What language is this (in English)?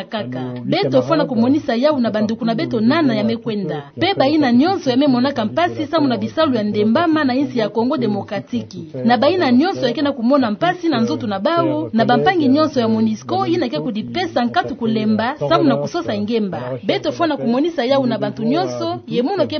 Kituba (Democratic Republic of Congo)